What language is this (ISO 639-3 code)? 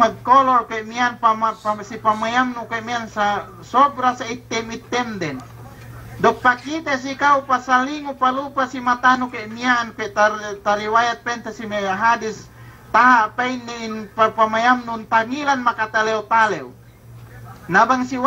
yka